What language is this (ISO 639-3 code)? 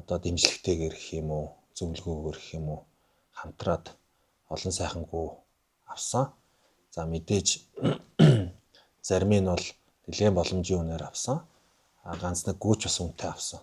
mon